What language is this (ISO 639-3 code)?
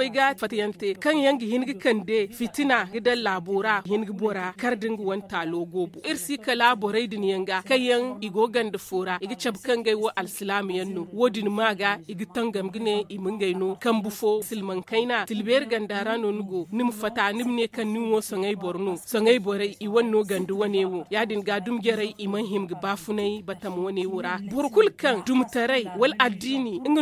dje